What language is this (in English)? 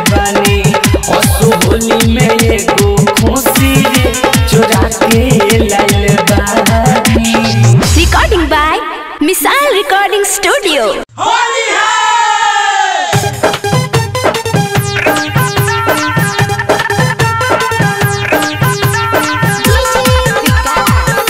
Bhojpuri